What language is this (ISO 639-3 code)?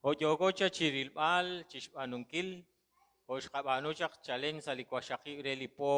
kek